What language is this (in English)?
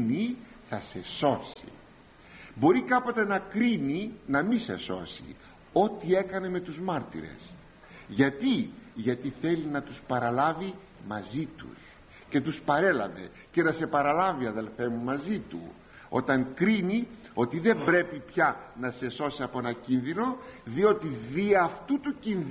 Greek